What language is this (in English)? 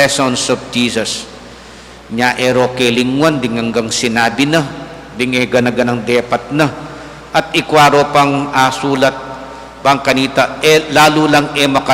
Pampanga